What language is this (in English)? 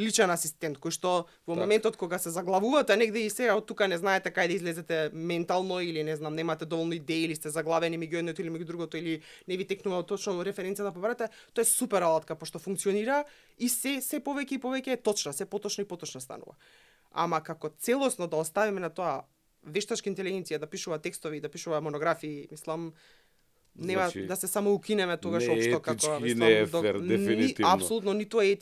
Macedonian